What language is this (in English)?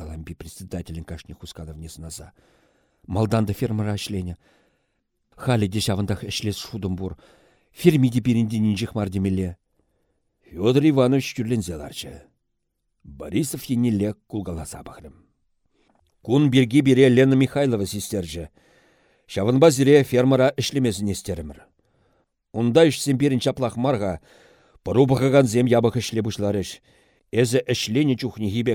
Chuvash